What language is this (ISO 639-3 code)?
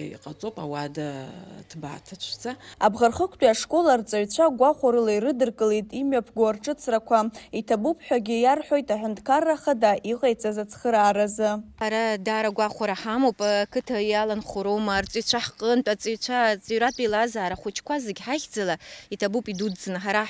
abk